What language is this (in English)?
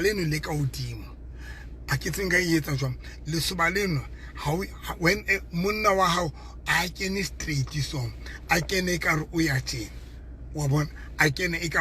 Southern Sotho